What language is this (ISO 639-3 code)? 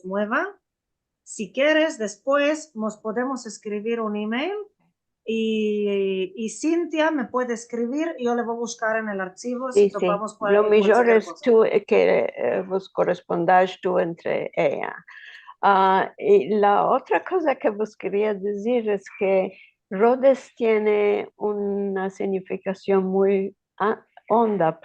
lad